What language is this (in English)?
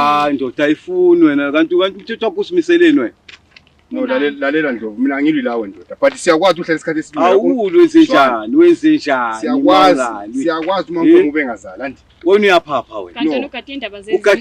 Zulu